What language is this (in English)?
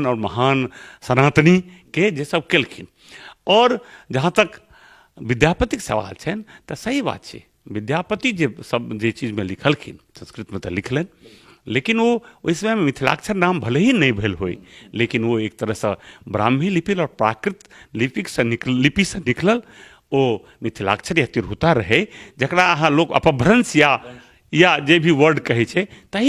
Maithili